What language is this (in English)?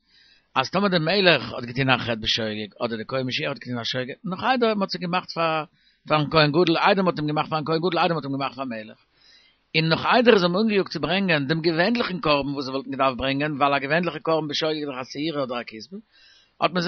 Yiddish